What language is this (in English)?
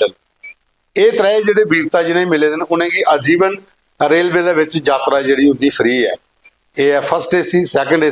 Dogri